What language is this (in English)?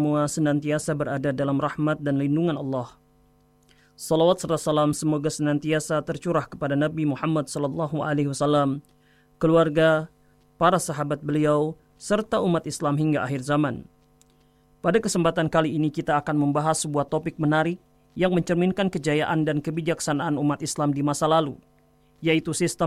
Indonesian